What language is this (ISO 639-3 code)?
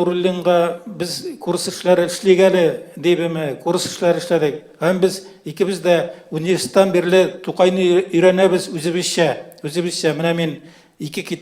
tat